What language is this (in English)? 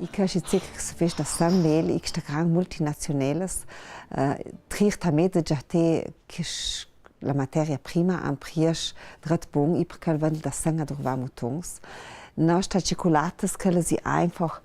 Ladin